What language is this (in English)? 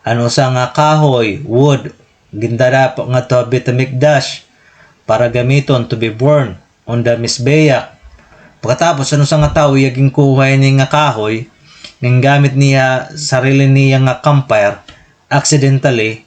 Waray